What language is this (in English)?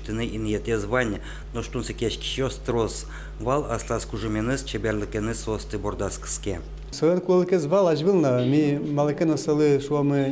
Udmurt